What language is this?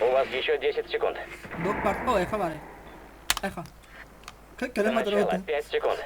Yakut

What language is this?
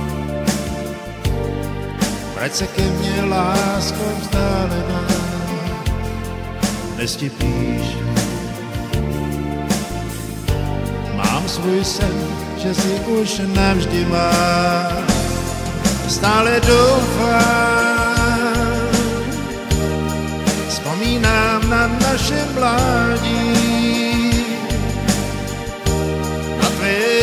Czech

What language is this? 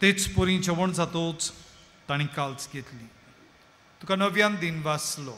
Konkani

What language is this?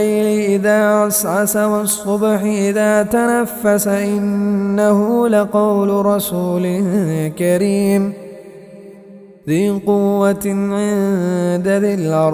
Arabic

